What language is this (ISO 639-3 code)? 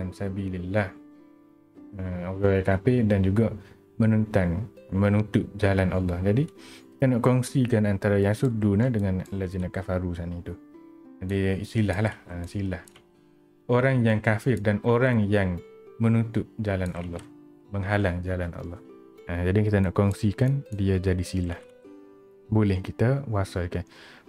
msa